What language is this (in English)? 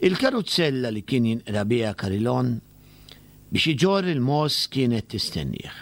Maltese